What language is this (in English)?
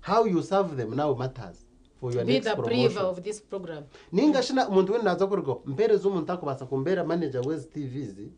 Nyankole